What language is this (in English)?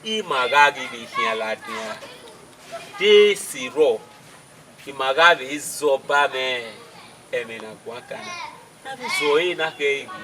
Bini